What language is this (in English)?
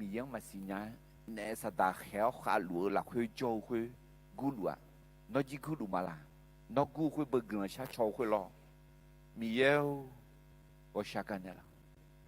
Akha